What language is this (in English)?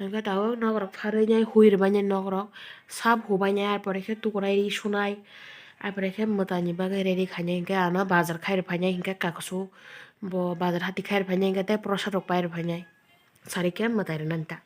Kok Borok